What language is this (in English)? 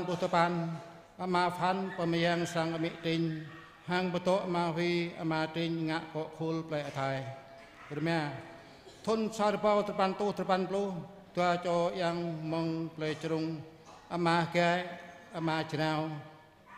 Jarai